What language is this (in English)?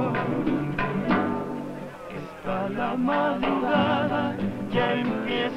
Spanish